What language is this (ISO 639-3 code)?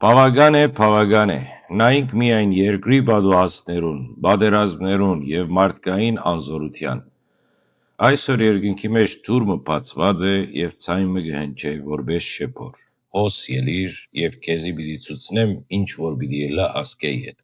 hyw